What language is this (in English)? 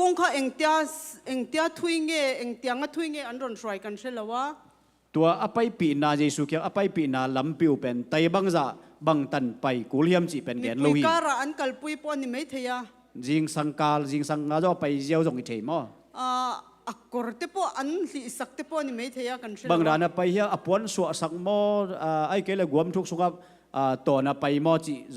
Tedim Chin